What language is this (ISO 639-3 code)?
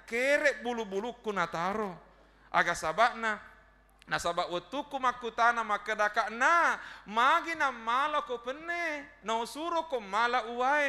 bug